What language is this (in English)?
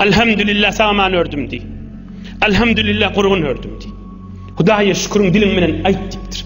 Turkmen